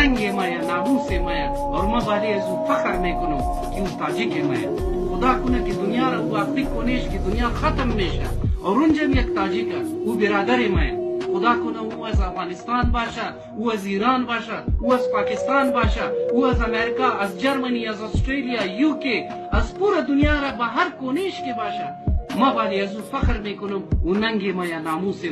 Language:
Persian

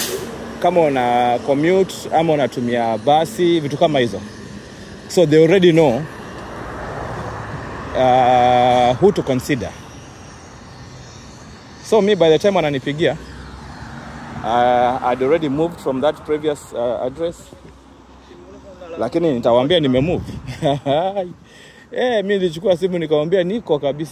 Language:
Swahili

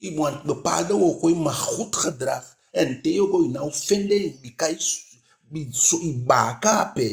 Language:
Eastern Maroon Creole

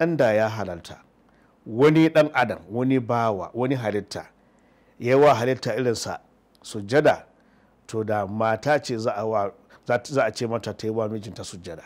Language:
Hausa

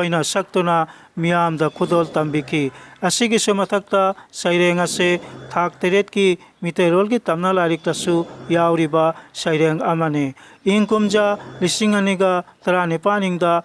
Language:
Manipuri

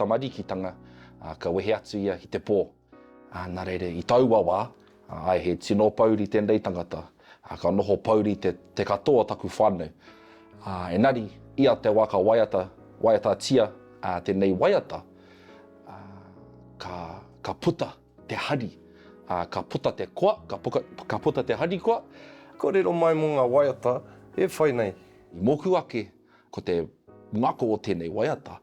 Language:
Māori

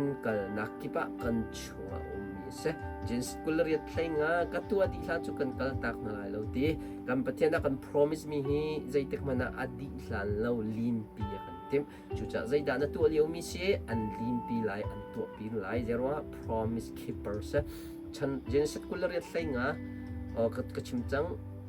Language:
Hakha Chin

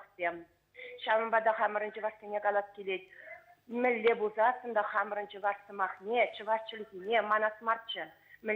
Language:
Chuvash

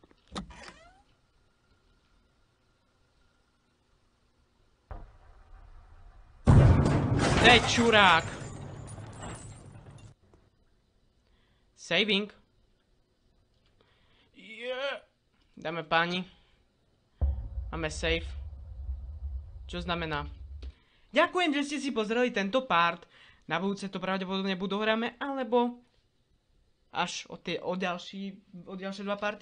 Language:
Slovak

